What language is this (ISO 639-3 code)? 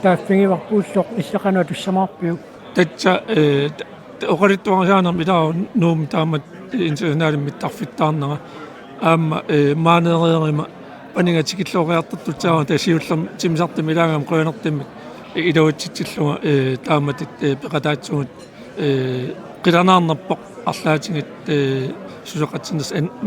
kal